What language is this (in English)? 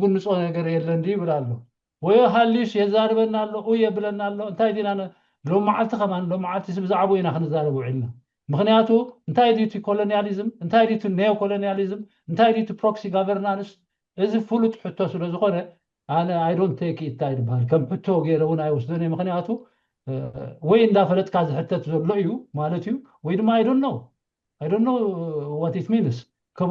Tigrinya